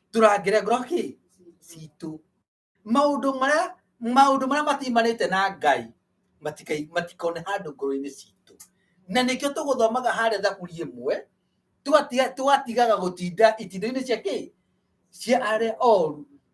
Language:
Kikuyu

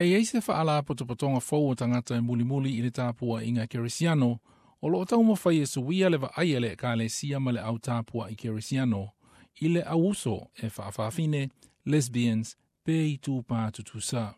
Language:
Samoan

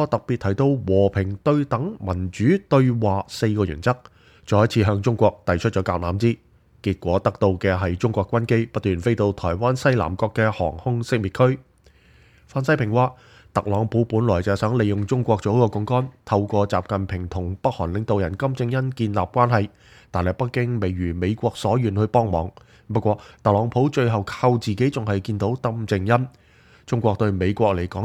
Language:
Cantonese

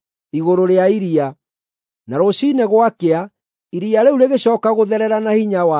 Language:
Kikuyu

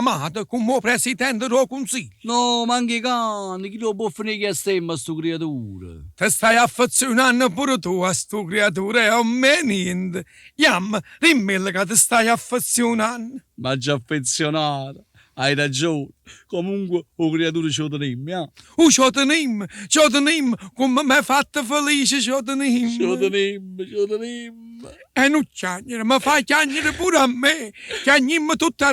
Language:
Neapolitan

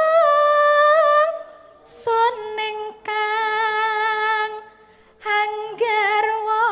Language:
Javanese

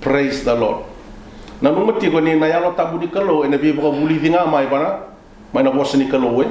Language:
Fijian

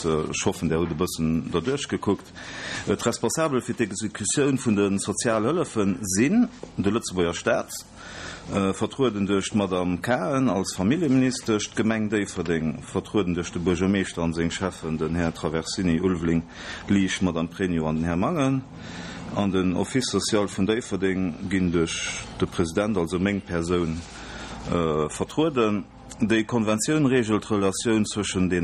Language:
Luxembourgish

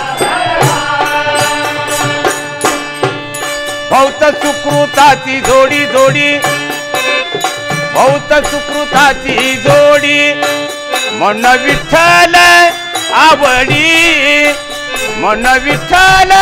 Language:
Marathi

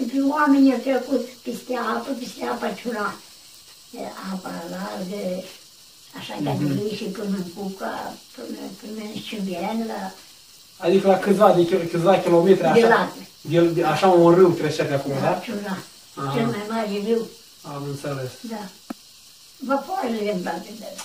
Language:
Romanian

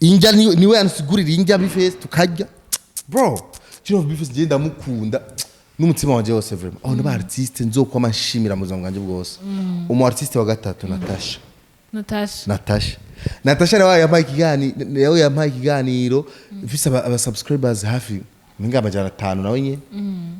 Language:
Rundi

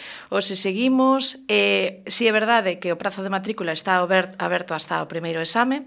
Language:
Galician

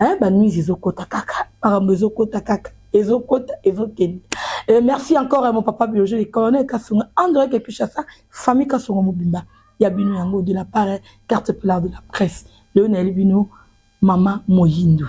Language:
Lingala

